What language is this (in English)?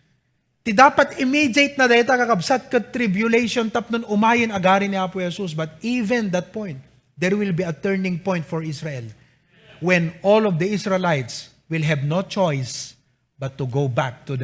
Iloko